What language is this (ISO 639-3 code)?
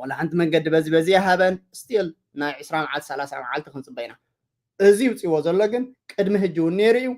tir